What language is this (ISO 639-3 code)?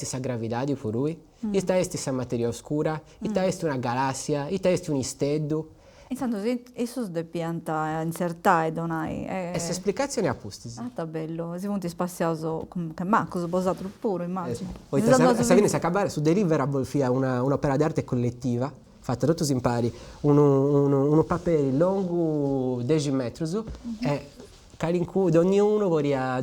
srd